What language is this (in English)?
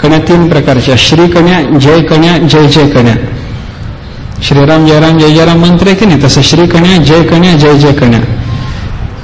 Marathi